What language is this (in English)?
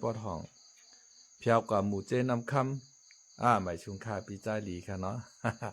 Shan